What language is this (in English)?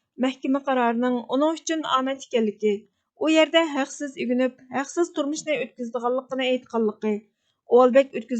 Uyghur